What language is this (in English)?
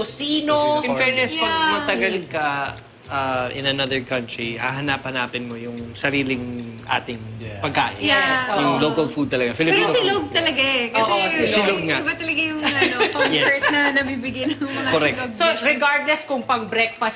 Filipino